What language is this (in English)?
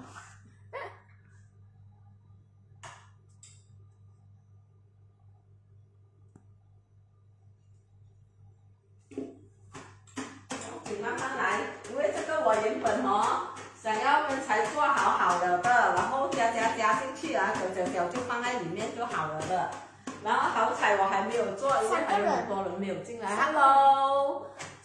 Chinese